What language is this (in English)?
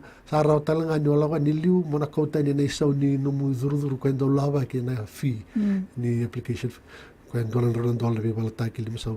Fijian